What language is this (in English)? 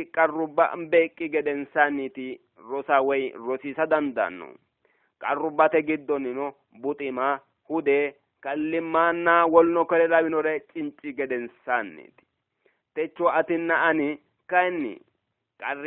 Sidamo